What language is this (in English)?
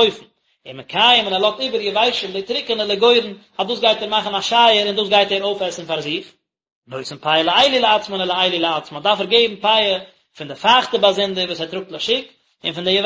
Yiddish